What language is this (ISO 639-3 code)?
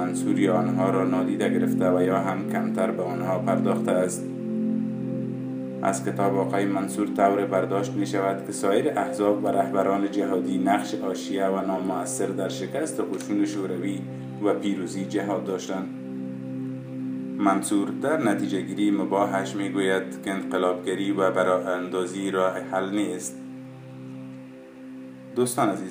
fas